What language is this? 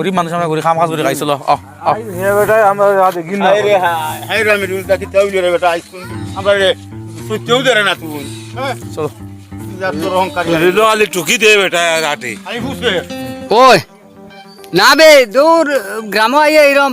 Sylheti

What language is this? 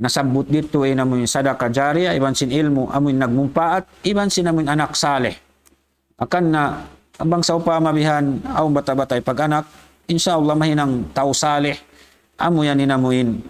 Tausug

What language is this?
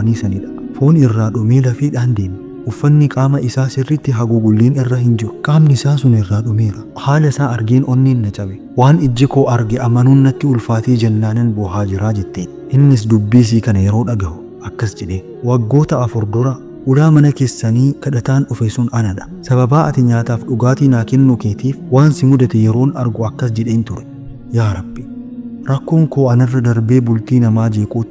Oromo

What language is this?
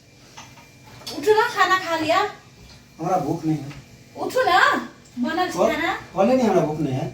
Maithili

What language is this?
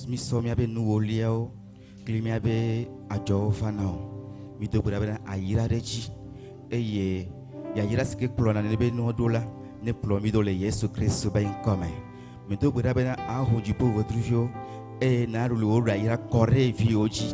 Ewe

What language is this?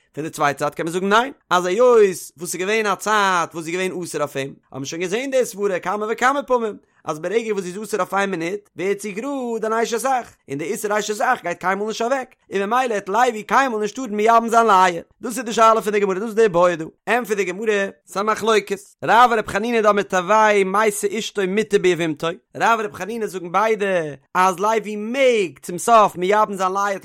Yiddish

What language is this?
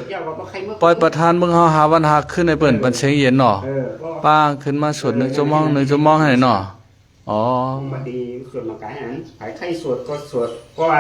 Shan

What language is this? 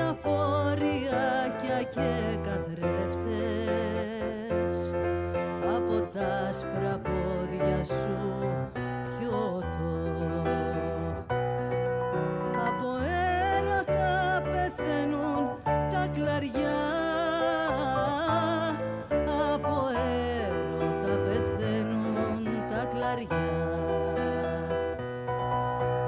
Greek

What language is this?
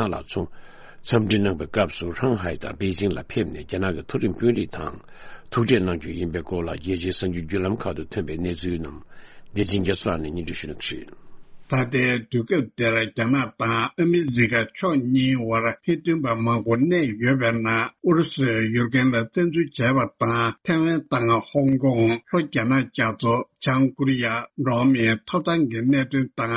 Tibetan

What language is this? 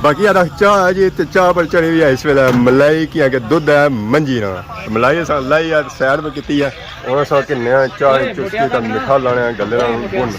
Pahari-Potwari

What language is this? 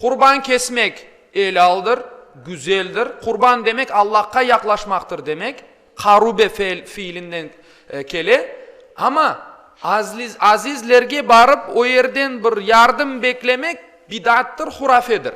Crimean Tatar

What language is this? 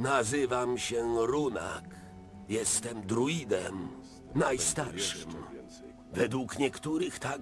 Polish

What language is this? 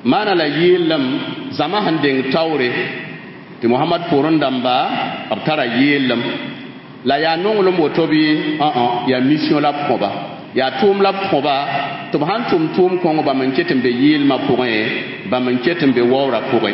Mossi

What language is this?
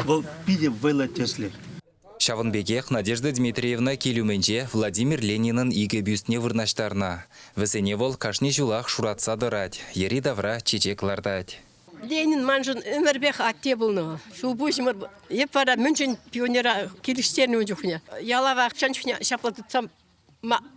Chuvash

